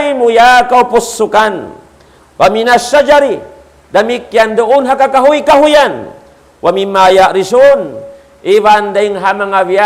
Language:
Tausug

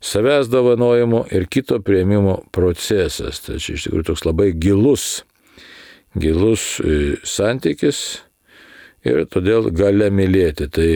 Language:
Lithuanian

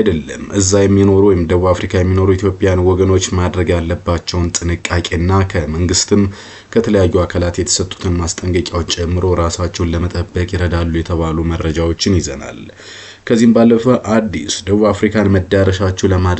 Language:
Amharic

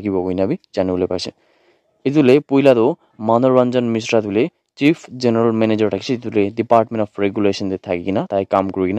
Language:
Naga Pidgin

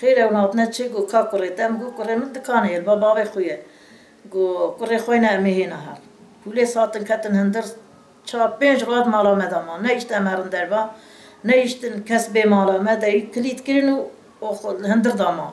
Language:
Kurdish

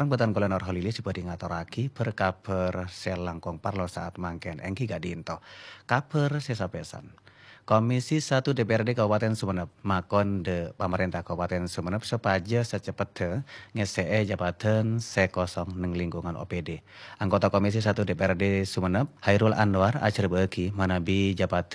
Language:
Madurese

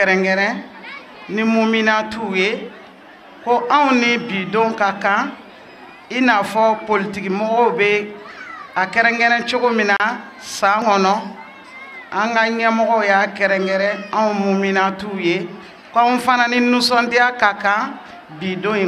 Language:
Bambara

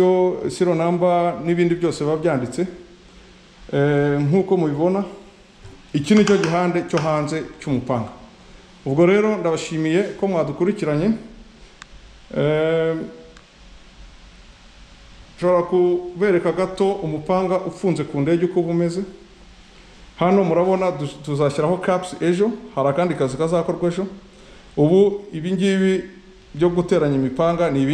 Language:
Kinyarwanda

